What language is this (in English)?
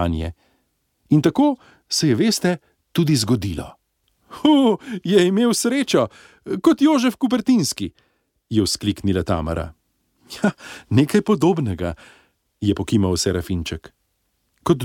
Slovenian